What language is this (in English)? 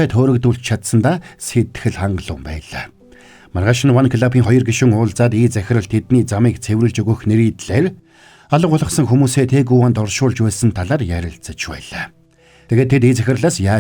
Mongolian